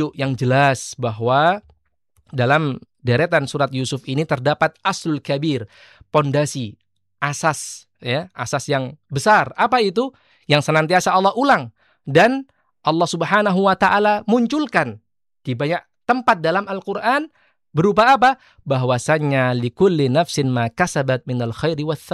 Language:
Indonesian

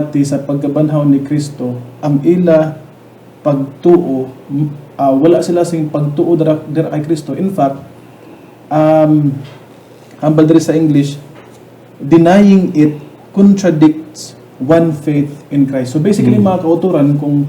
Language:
Hiligaynon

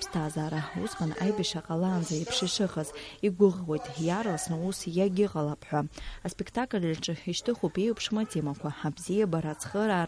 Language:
Abkhazian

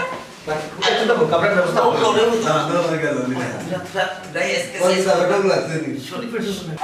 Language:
Sylheti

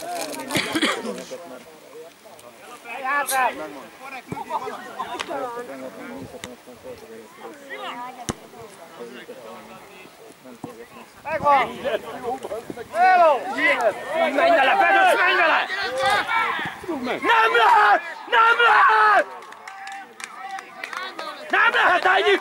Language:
Hungarian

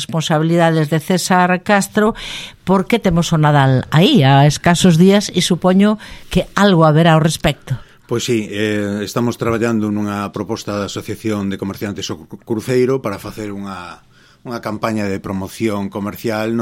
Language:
Galician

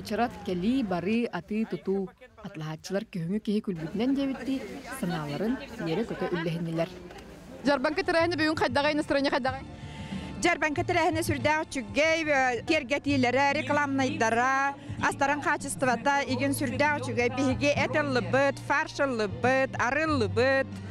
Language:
Yakut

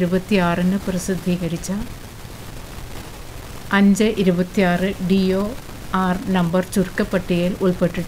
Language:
Malayalam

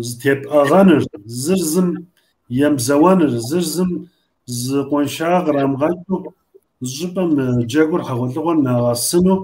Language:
Kabardian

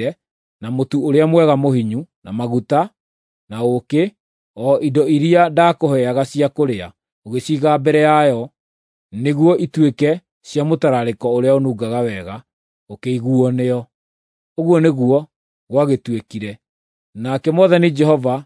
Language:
Kikuyu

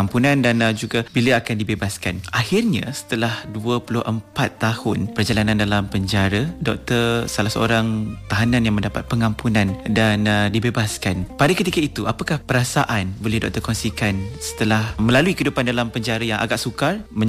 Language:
Malay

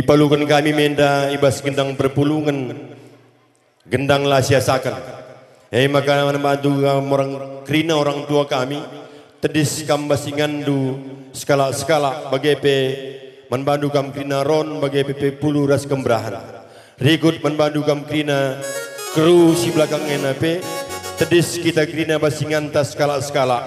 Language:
Batak Karo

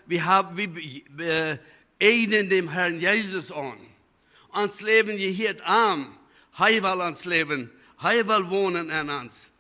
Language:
Plautdietsch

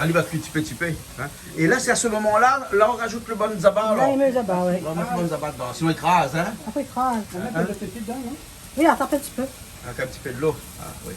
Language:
Réunion Creole French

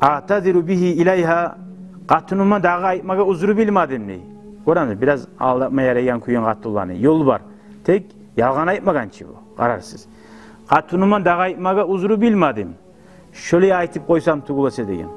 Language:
Kumyk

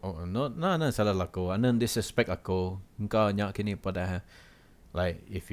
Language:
Iban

